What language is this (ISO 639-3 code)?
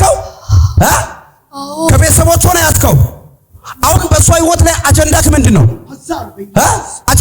amh